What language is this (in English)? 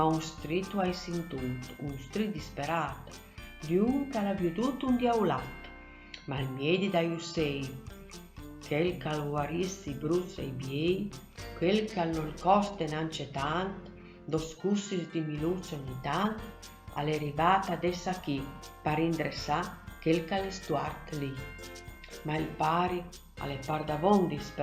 Friulian